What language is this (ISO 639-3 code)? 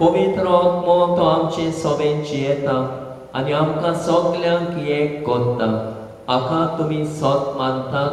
kok